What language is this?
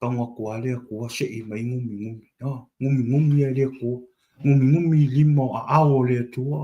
Samoan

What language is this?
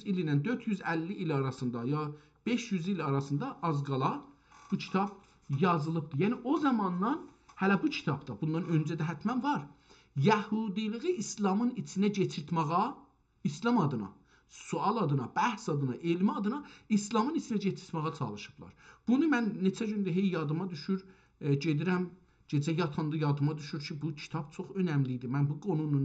South Azerbaijani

